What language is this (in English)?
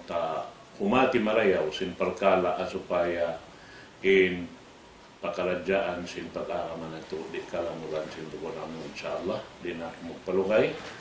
Tausug